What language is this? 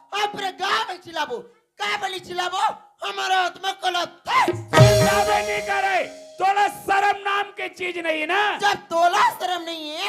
Chhattisgarhi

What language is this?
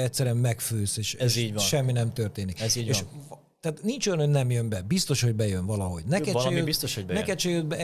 Hungarian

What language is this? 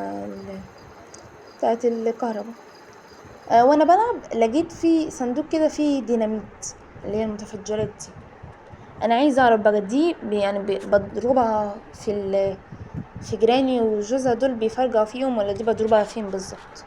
Egyptian Arabic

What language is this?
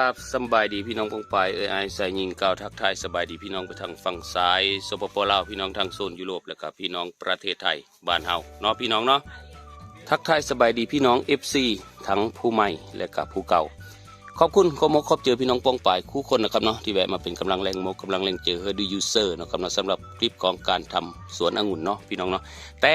Northeastern Thai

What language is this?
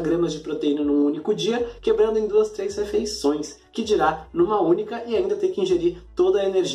Portuguese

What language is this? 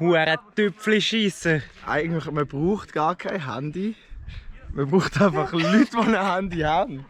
Swiss German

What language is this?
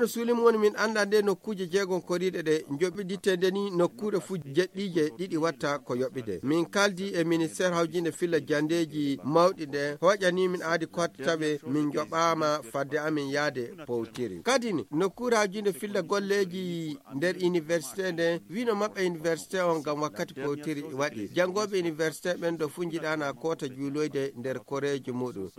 Nigerian Fulfulde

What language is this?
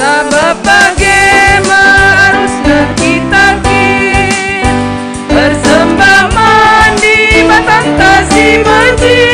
Batak Karo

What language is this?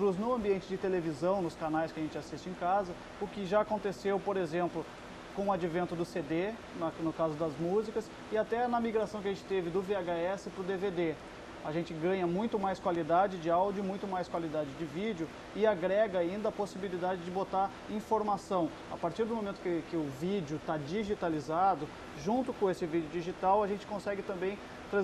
Portuguese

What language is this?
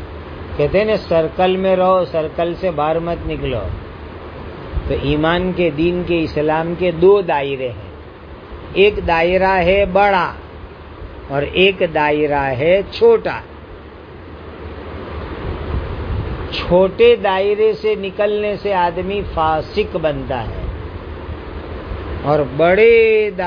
Urdu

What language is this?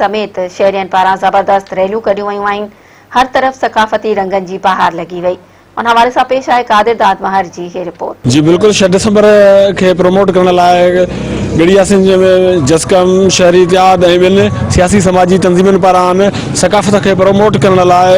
Sindhi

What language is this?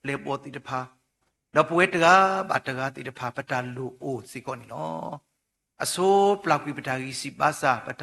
S'gaw Karen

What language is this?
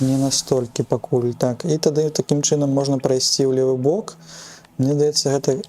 Belarusian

